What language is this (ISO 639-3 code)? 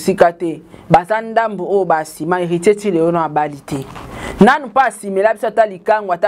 lin